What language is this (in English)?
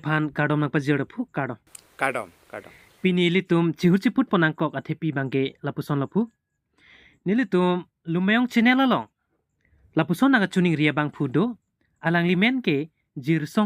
Karbi